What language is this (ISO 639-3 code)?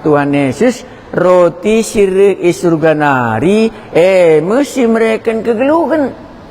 btx